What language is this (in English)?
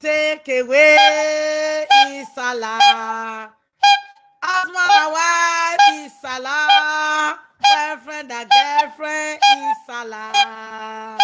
Nigerian Pidgin